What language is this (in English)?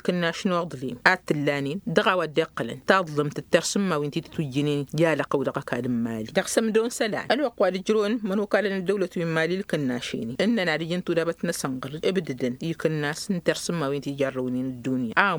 Tamasheq